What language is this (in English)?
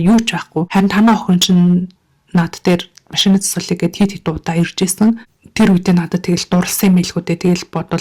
Mongolian